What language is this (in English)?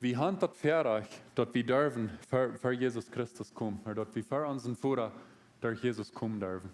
Plautdietsch